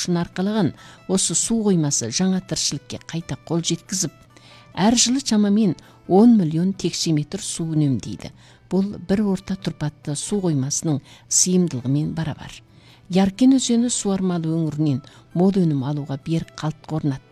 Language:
Kazakh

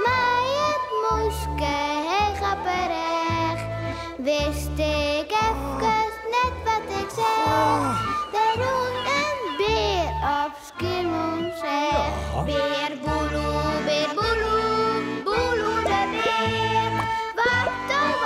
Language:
Western Frisian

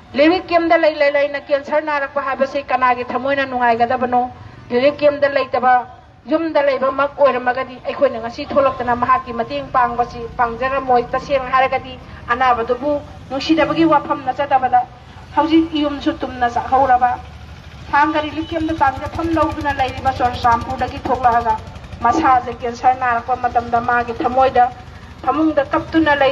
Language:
Manipuri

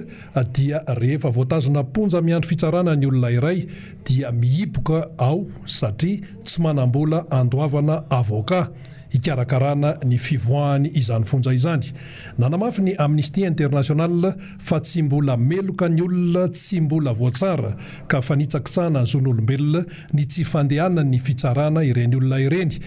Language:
Malagasy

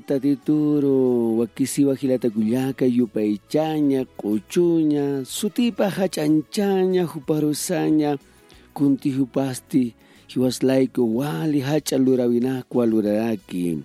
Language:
Aymara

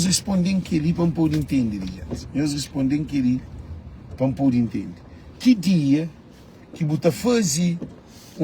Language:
Kabuverdianu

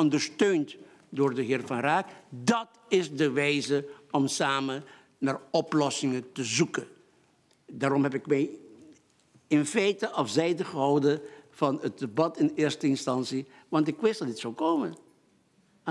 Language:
Dutch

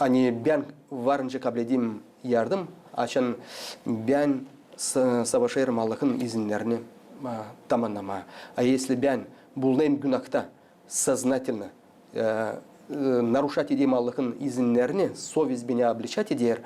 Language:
Gagauz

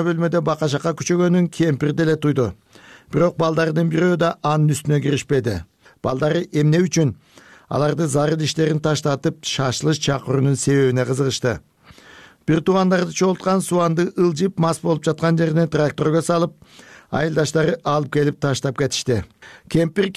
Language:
Kyrgyz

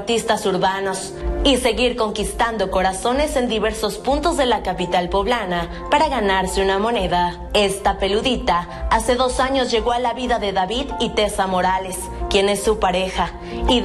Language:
Spanish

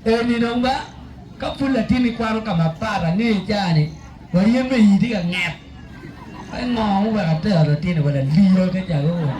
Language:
Acoli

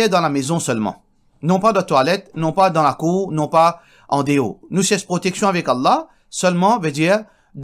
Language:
Morisyen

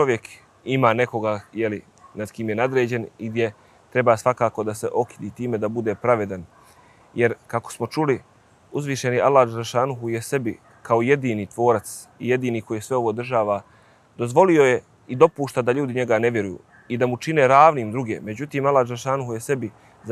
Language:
Bosnian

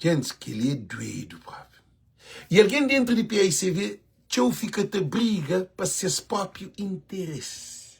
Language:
Kabuverdianu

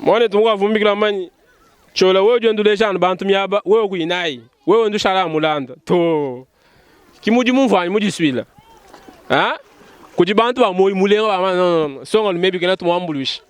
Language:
Luba-Lulua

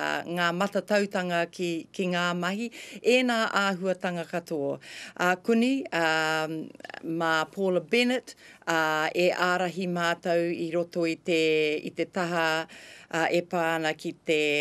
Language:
Māori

